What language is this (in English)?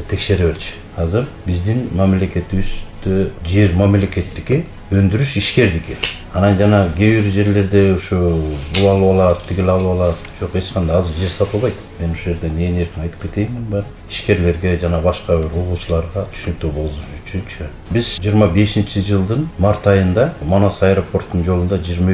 Kyrgyz